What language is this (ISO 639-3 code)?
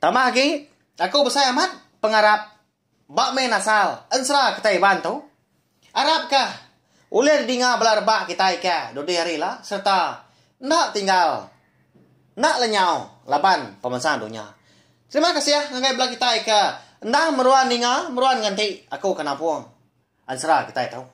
iba